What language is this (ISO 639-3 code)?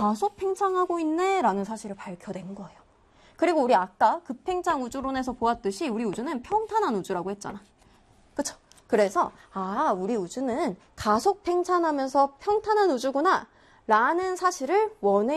kor